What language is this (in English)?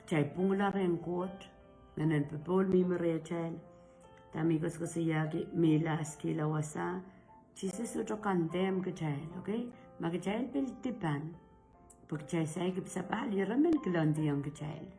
Pohnpeian